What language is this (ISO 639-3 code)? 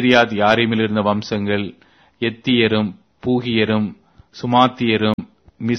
tam